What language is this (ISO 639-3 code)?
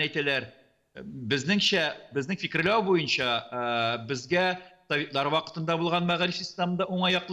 tat